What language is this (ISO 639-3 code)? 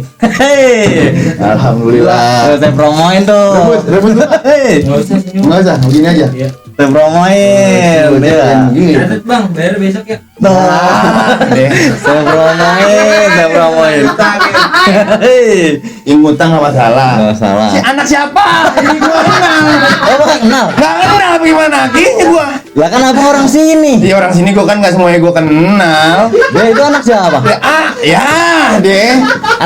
bew